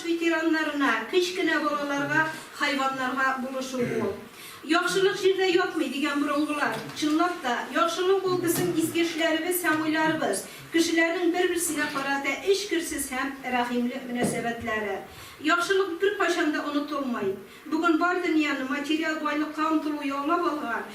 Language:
Tatar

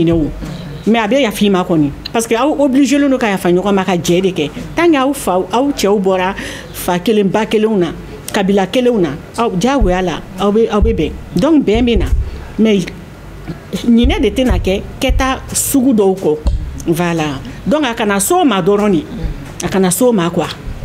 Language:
Bambara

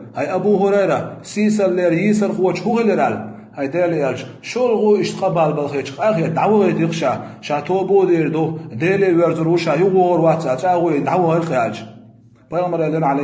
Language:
Chechen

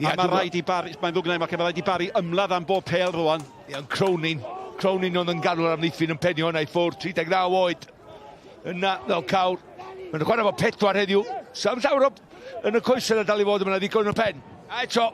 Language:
Welsh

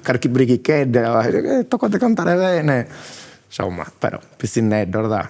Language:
Sardinian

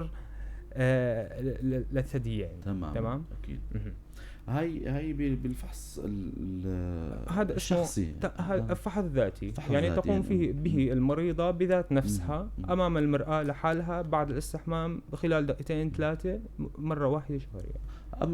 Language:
North Levantine Arabic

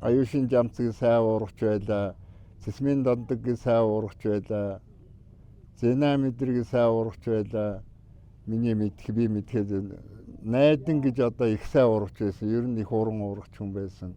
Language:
Mongolian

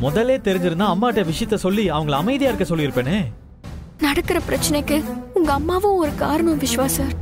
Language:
Tamil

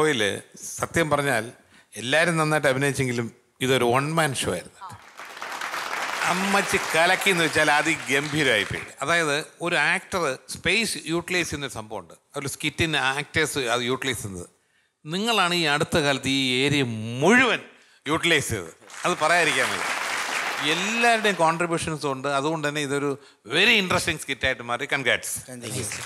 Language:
Malayalam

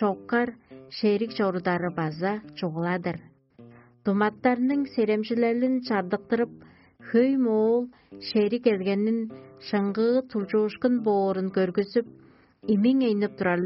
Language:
Tuvinian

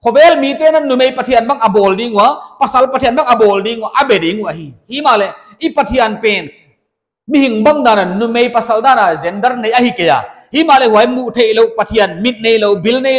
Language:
Paite Chin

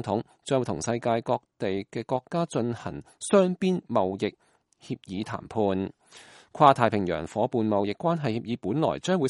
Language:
Cantonese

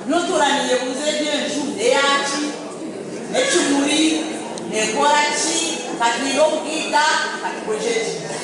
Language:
Nyankole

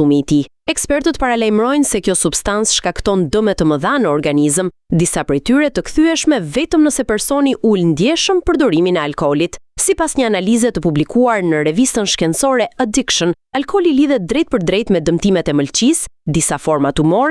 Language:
Albanian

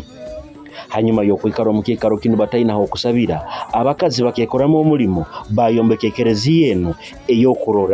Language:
Nyoro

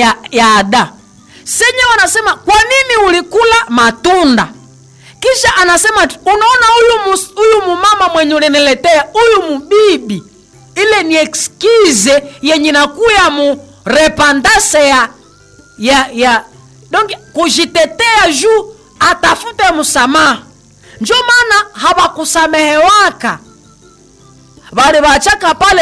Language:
Swahili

